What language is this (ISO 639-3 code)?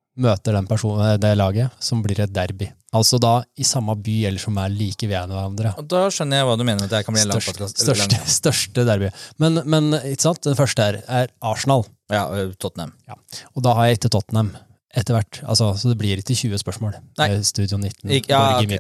nor